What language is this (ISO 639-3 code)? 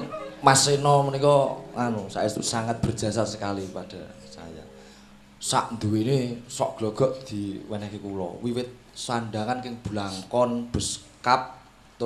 jav